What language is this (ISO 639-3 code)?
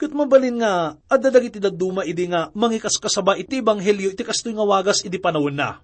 ilo